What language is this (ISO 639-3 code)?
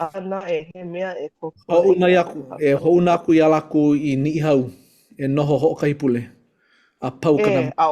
haw